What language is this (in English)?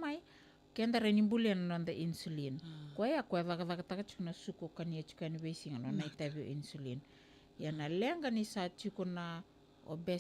Fijian